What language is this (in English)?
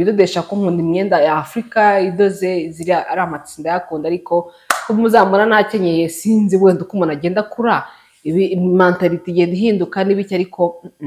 Kinyarwanda